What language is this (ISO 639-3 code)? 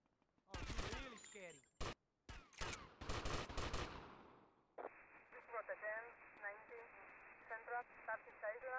eng